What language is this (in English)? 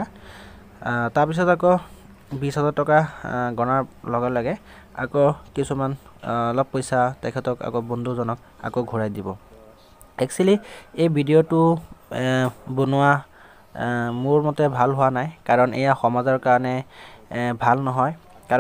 Assamese